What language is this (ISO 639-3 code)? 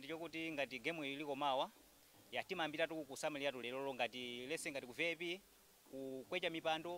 nya